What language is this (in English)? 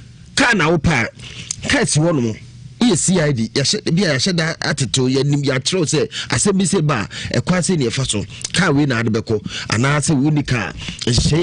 Akan